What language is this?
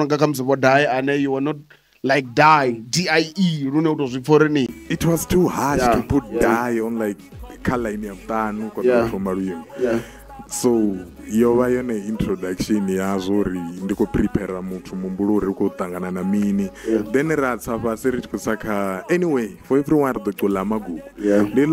Venda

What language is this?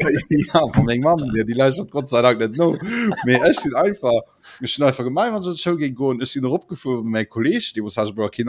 Luxembourgish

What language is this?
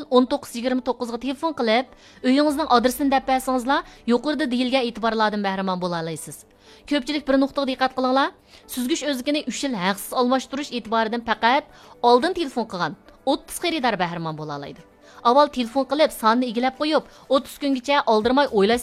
Uyghur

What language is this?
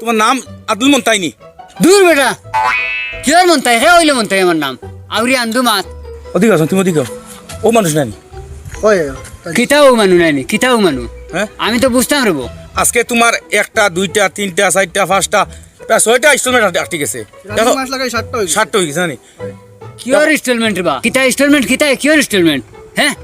Sylheti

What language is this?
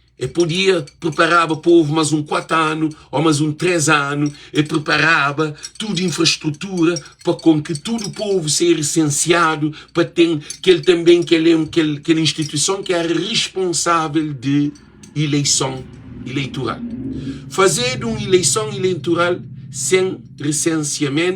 Kabuverdianu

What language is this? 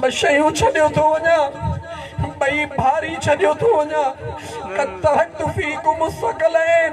Sindhi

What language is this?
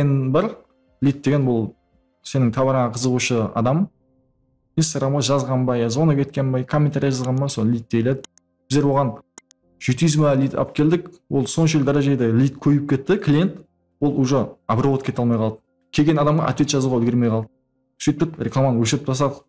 Kara-Kalpak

